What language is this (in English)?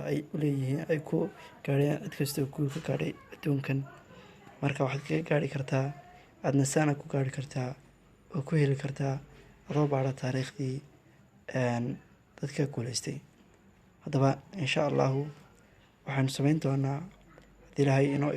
Somali